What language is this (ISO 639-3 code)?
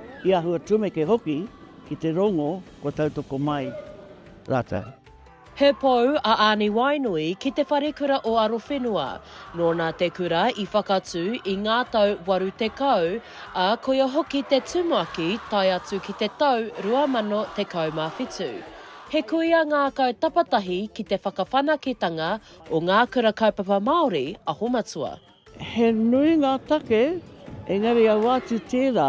mri